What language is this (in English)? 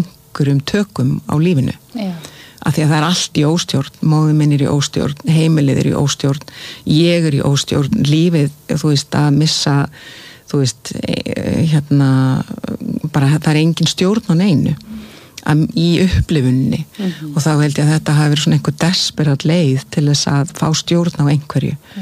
Icelandic